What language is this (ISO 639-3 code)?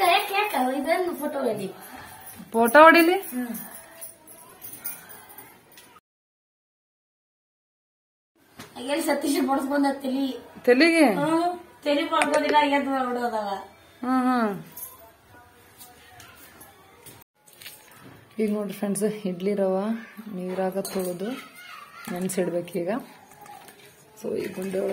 kan